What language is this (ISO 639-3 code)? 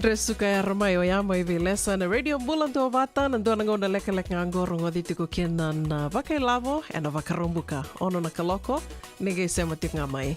fij